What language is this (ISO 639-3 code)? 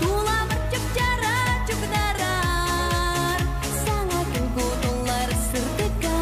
sah